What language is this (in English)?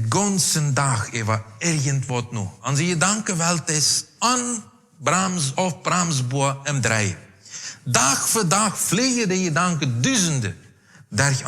Plautdietsch